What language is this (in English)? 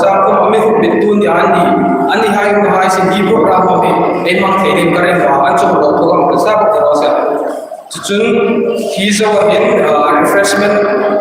Hmar